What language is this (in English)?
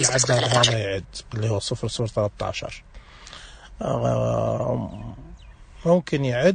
Najdi Arabic